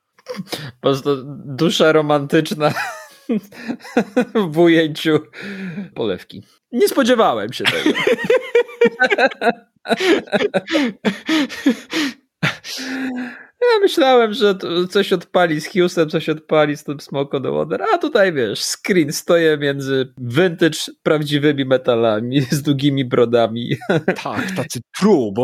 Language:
Polish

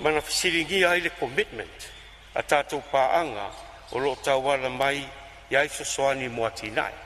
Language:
Samoan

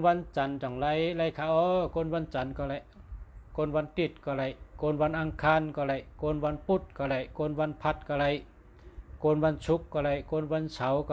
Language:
Shan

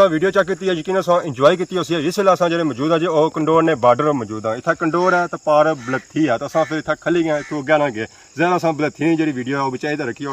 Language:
Pahari-Potwari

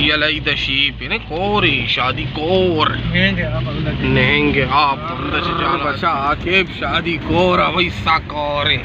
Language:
Baluchi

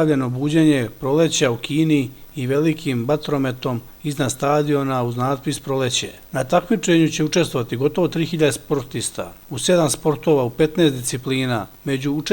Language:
Serbian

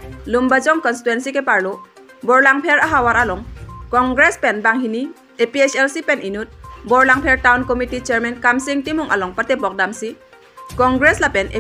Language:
Karbi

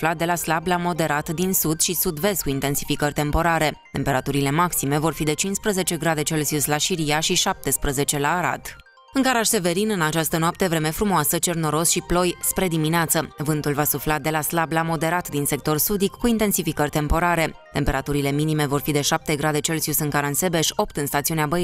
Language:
Romanian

